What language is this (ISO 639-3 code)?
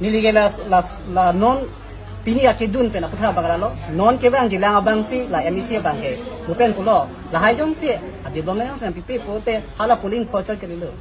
mjw